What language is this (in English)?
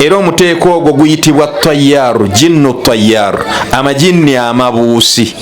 Ganda